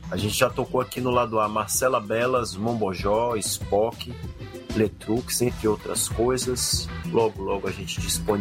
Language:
Portuguese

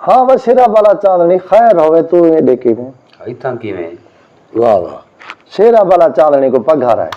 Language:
Saraiki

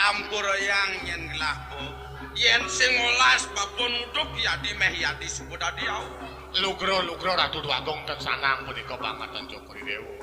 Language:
Balinese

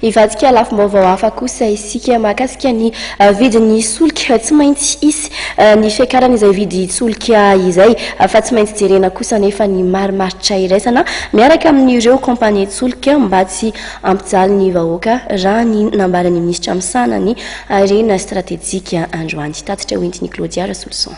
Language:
Malagasy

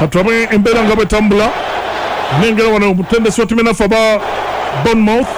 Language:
Ganda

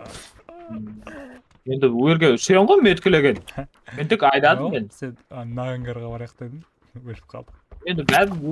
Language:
Kara-Kalpak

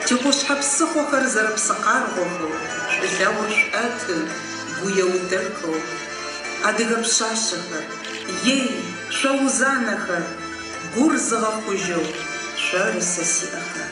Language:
Adyghe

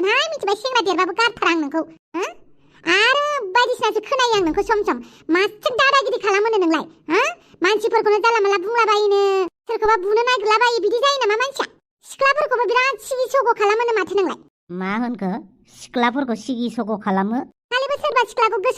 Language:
Bodo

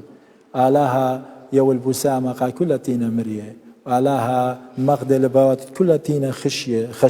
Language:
Assyrian Neo-Aramaic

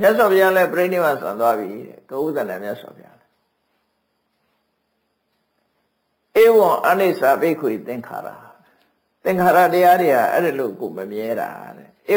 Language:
Burmese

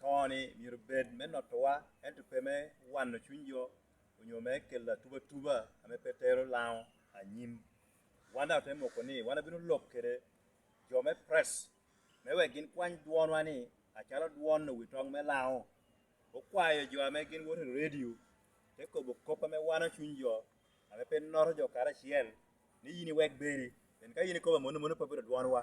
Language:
Lango (Uganda)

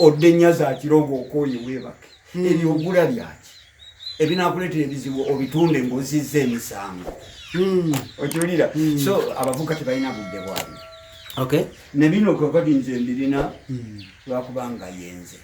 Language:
Ganda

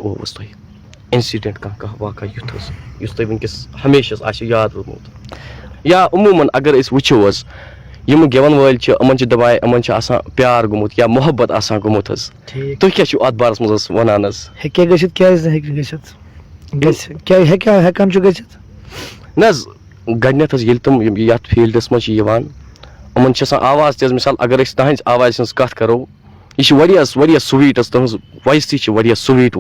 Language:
Kashmiri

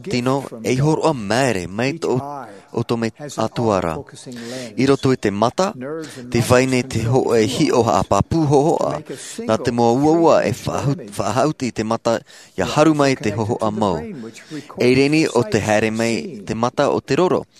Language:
Tahitian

